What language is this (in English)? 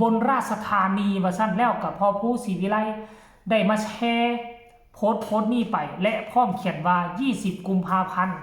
Northeastern Thai